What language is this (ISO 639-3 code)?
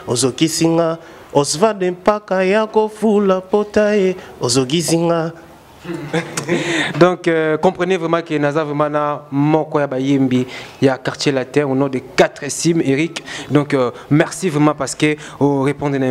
lin